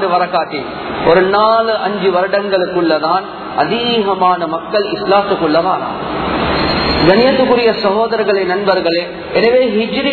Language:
Tamil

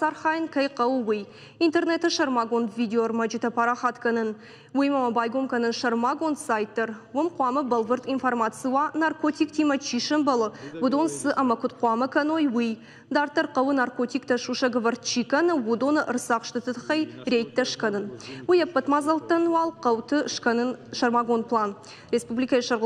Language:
Ossetic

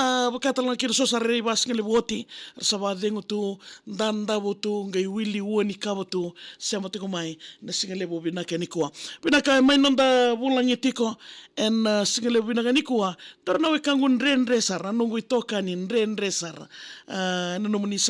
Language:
Fijian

